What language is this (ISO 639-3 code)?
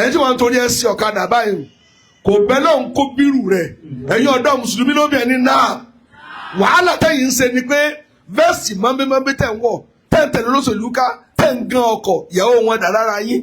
yor